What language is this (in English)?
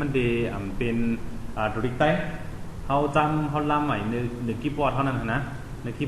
Shan